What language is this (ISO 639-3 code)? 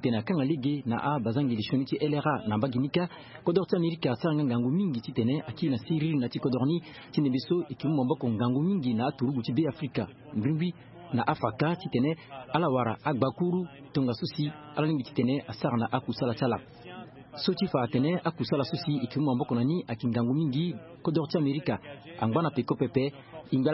sag